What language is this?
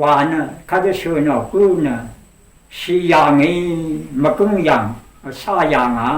Rawang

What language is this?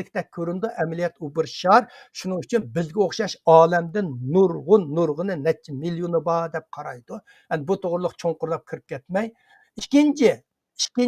Uyghur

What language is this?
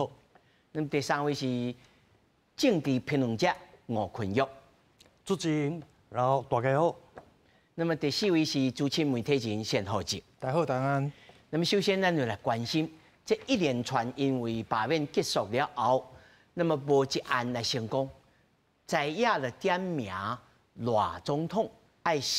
Min Nan Chinese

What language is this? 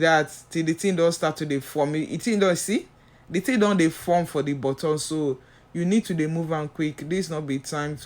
Nigerian Pidgin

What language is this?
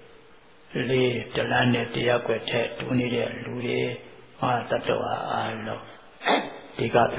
Burmese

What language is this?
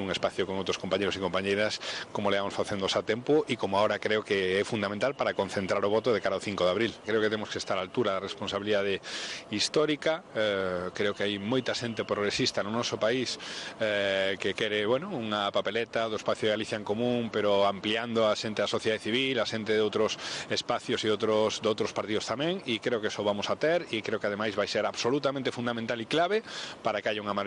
Galician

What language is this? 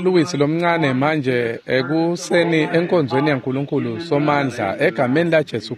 Swati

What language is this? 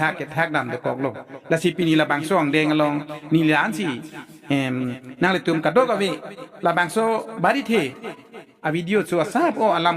Karbi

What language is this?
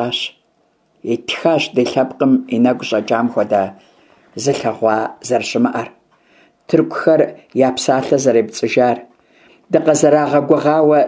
Kabardian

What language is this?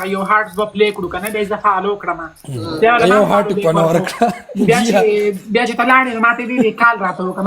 Pashto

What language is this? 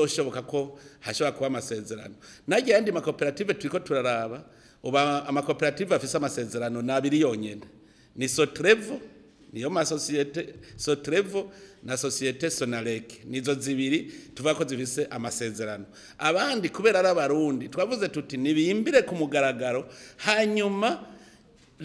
Rundi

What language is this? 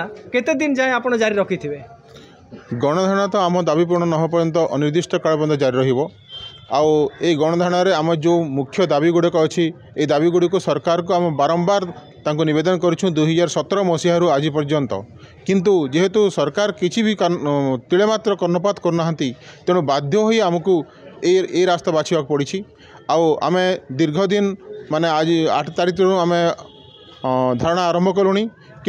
Odia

